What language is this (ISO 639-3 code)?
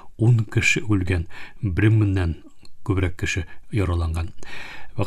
tat